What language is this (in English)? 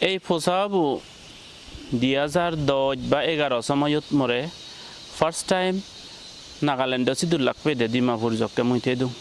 Chakma